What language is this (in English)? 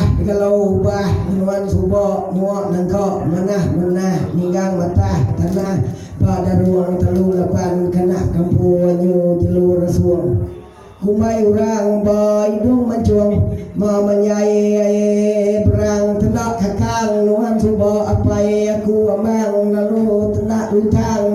Iban